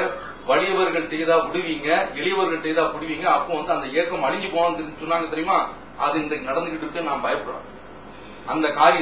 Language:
Tamil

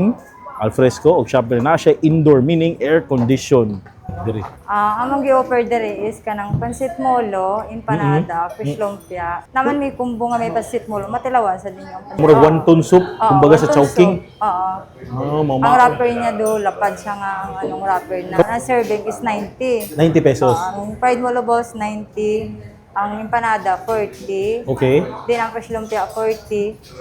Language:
Cebuano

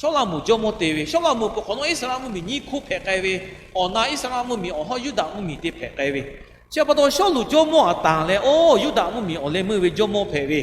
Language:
Lahu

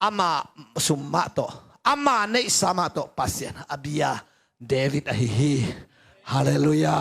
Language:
Tedim Chin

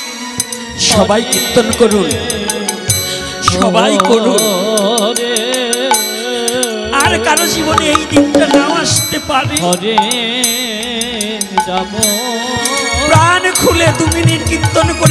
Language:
Bangla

